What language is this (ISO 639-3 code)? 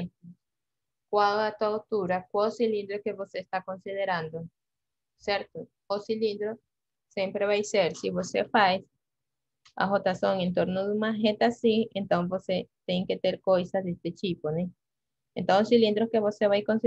por